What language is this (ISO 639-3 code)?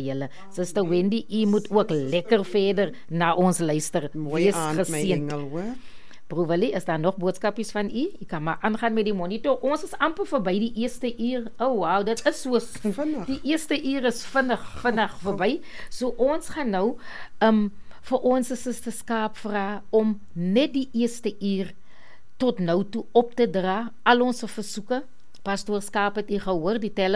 afr